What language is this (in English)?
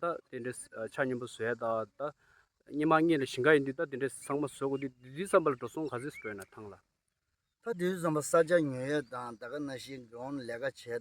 Tibetan